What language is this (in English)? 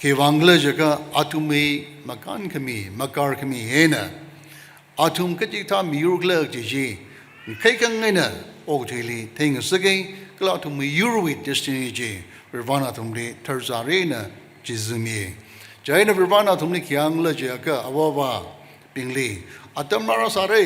Tangkhul Naga (India)